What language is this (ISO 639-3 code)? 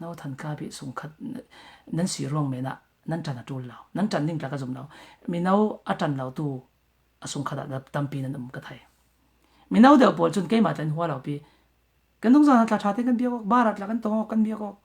cfm